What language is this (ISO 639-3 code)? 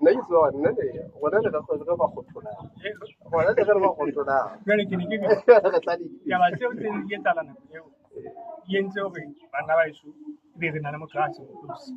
sot